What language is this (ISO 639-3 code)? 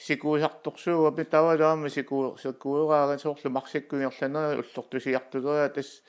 kal